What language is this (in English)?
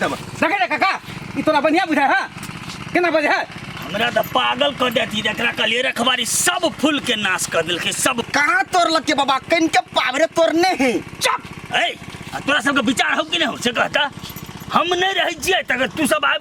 Maithili